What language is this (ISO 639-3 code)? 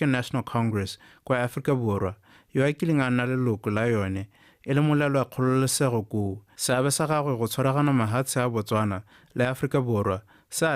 tsn